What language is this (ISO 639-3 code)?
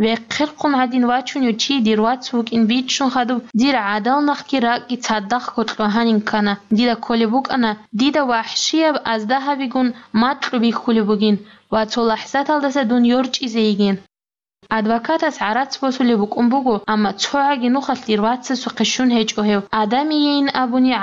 ava